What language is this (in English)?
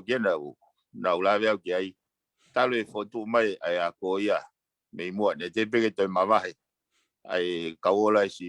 Tongan